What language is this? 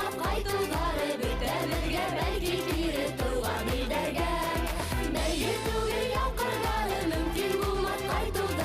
Bashkir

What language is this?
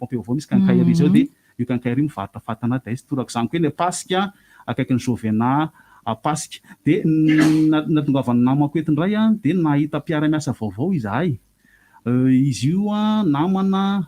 Malagasy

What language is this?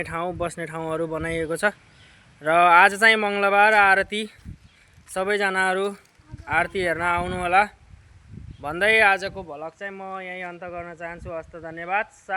Nepali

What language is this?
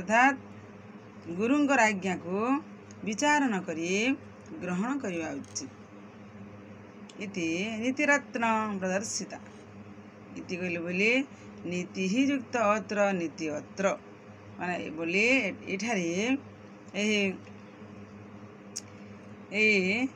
Odia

